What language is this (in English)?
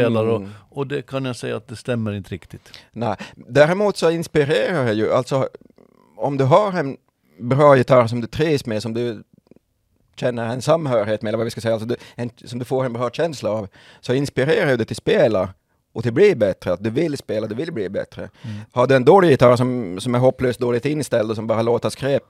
Swedish